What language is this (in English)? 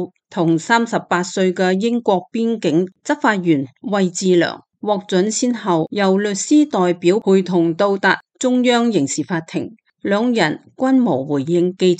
Cantonese